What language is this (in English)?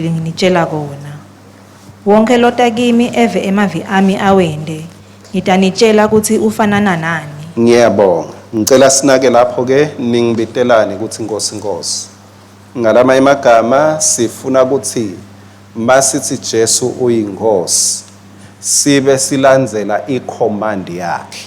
Swati